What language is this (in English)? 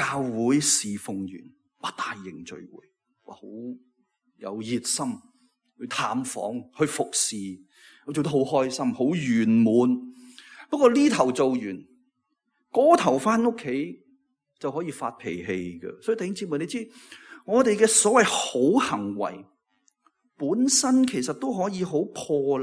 Cantonese